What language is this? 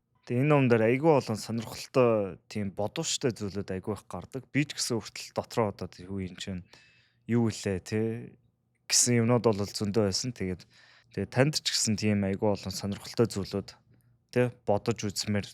Mongolian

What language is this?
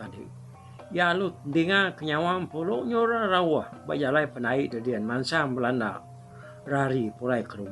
Iban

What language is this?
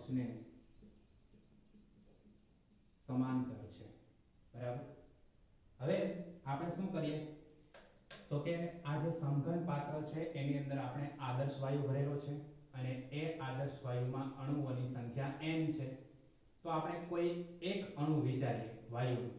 Gujarati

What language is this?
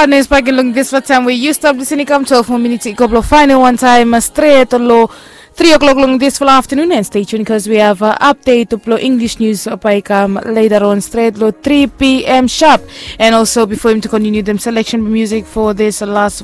Bislama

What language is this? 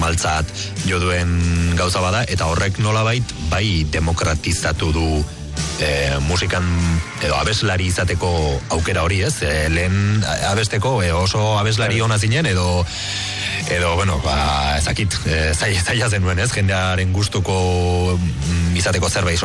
Basque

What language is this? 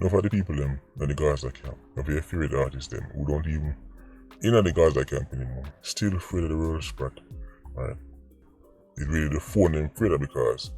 Jamaican Creole English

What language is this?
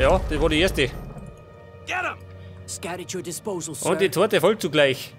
Bavarian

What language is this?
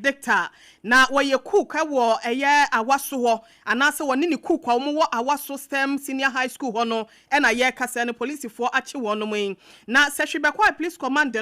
Akan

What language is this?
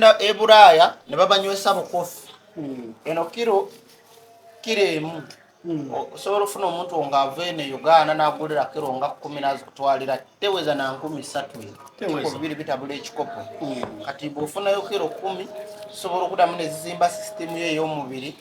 Ganda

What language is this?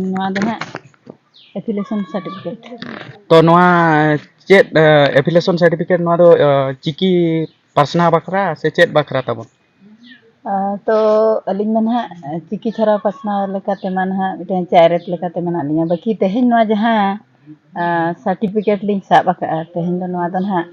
Santali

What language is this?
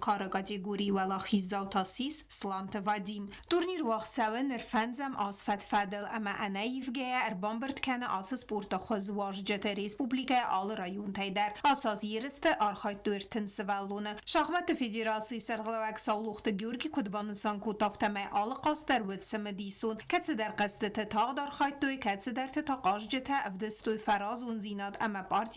Ossetic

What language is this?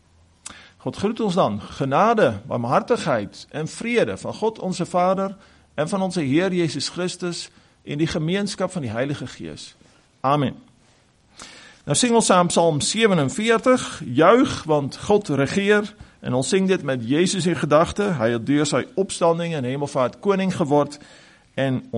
Afrikaans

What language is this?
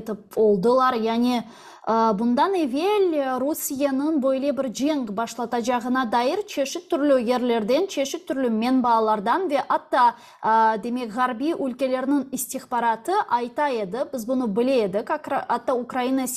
Crimean Tatar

